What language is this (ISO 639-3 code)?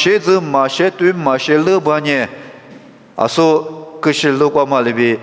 lis